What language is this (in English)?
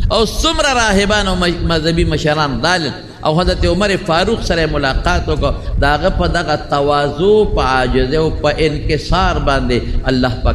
Pashto